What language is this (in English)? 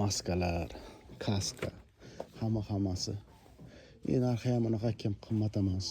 Uzbek